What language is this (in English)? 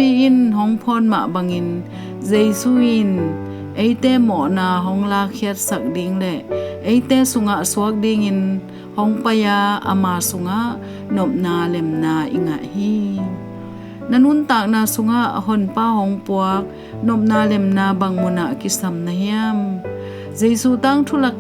Tedim Chin